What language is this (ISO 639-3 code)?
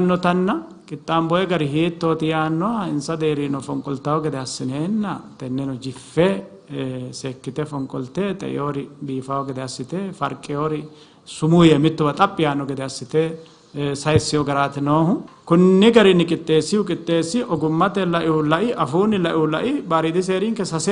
sid